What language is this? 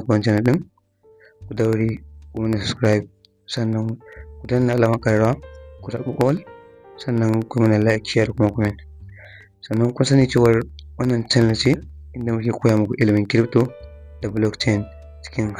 Hausa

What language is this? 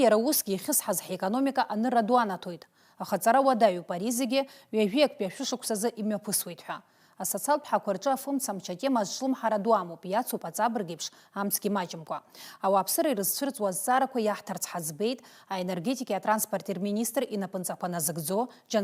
Abkhazian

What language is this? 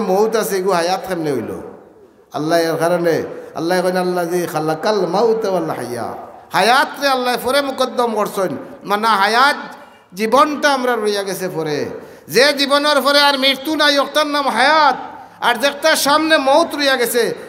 Sylheti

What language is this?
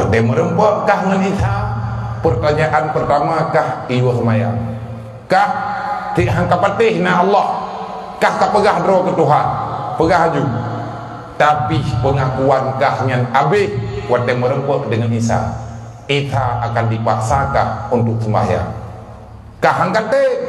Achinese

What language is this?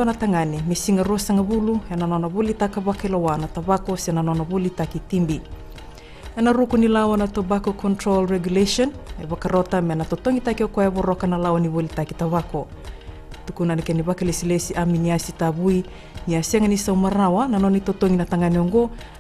Fijian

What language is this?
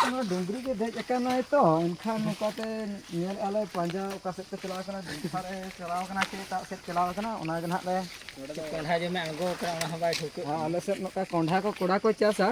Santali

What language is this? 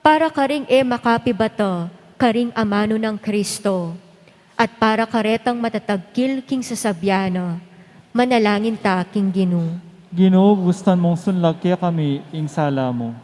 Pampanga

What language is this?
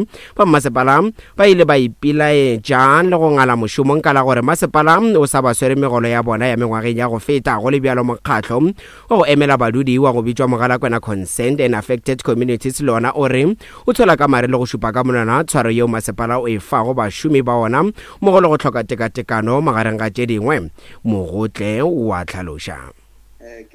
Northern Sotho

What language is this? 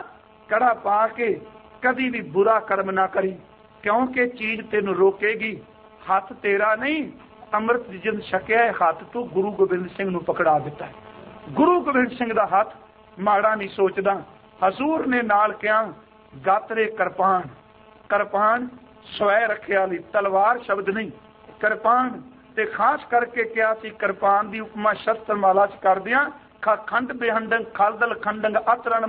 Punjabi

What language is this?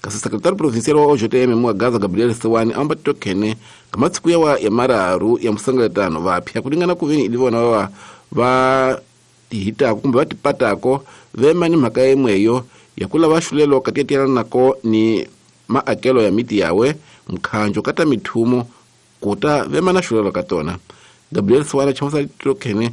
Tsonga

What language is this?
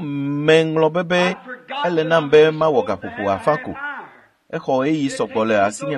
Ewe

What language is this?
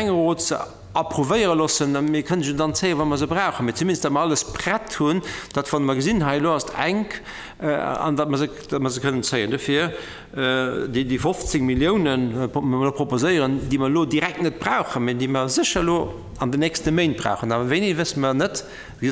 Luxembourgish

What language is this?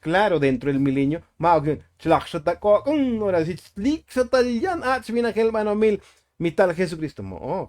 Tzotzil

